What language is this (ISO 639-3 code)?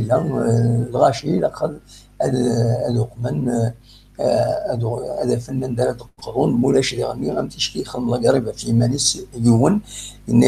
kab